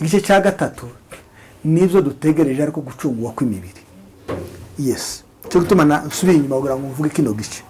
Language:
Kinyarwanda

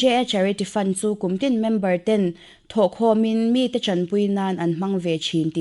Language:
Mizo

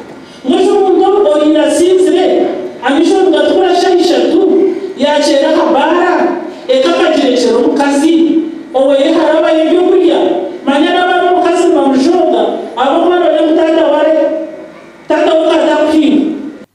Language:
Nyankole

